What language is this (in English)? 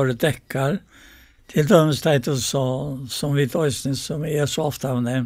Faroese